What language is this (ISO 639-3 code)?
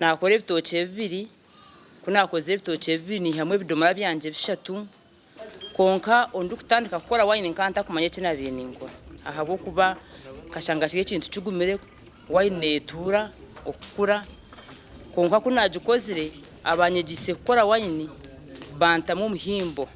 nyn